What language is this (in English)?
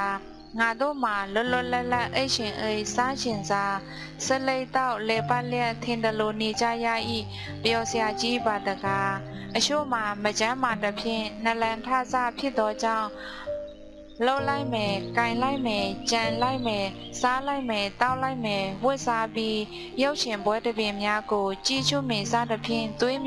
Burmese